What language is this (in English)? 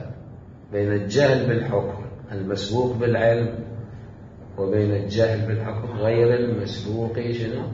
Mesopotamian Arabic